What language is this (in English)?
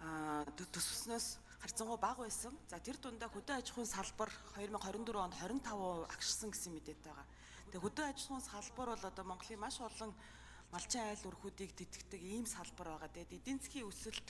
Mongolian